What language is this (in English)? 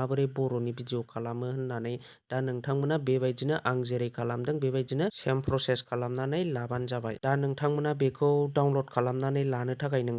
Bodo